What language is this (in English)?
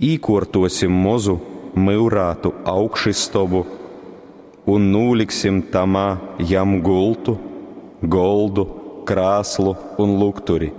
Latgalian